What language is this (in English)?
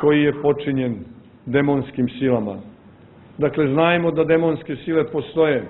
Serbian